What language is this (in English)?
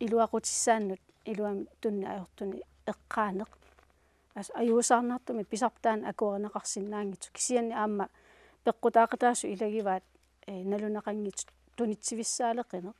Kalaallisut